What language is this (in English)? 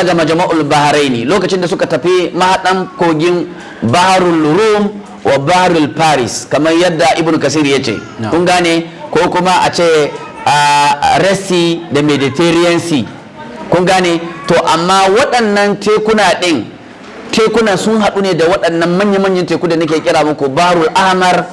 Hausa